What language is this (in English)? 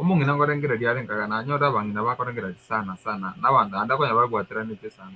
Gusii